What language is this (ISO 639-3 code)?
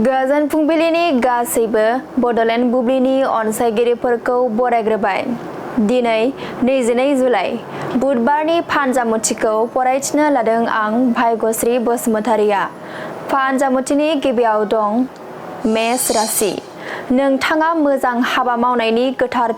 brx